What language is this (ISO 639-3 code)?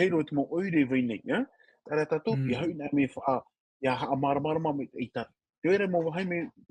tah